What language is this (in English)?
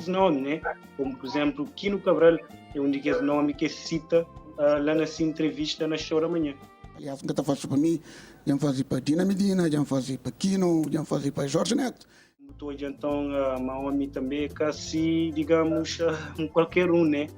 Kabuverdianu